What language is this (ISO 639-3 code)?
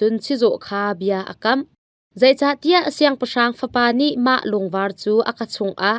cnh